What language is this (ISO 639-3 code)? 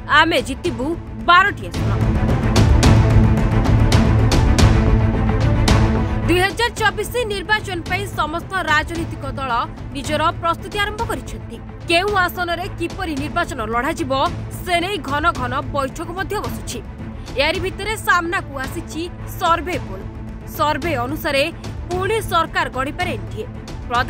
ori